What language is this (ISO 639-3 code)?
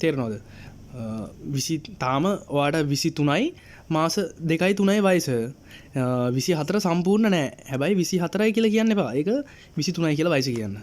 sin